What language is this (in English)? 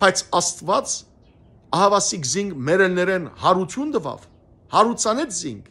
Western Armenian